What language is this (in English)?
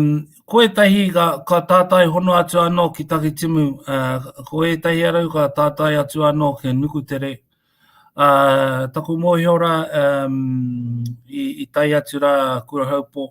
Māori